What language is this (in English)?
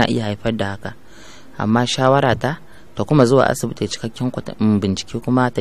Hausa